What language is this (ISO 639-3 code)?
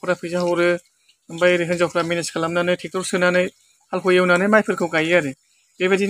brx